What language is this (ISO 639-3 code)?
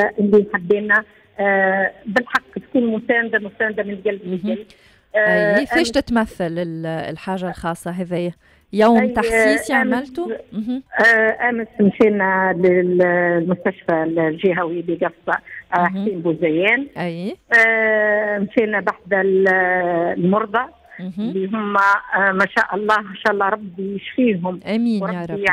aeb